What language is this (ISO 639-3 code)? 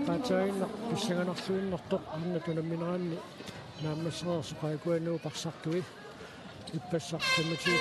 kal